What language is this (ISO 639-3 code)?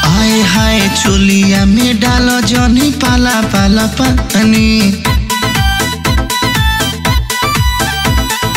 bho